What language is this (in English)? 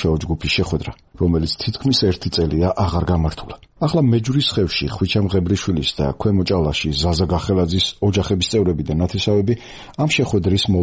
Georgian